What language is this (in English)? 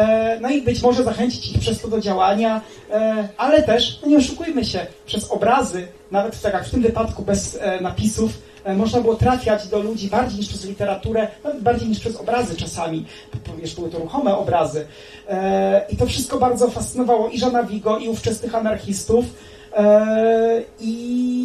Polish